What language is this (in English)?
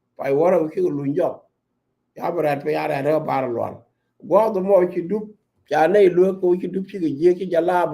Nuer